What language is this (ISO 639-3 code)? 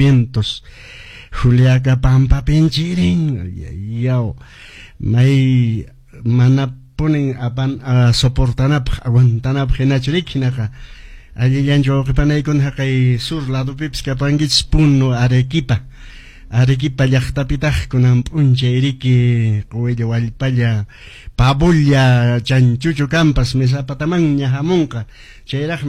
que